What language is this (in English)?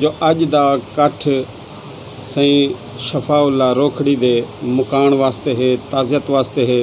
Saraiki